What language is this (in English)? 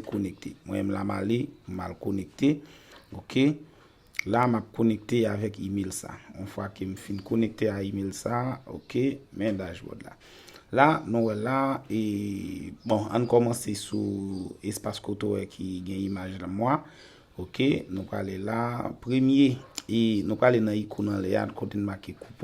Haitian Creole